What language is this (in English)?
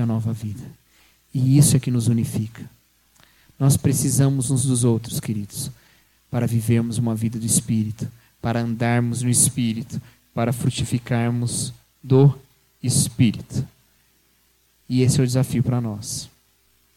Portuguese